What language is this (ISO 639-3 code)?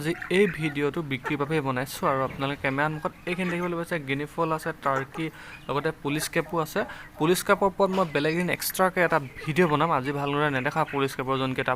asm